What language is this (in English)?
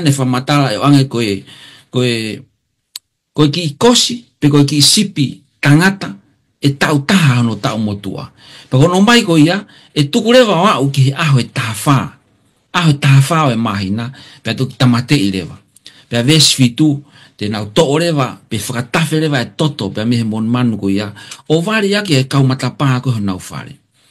Tongan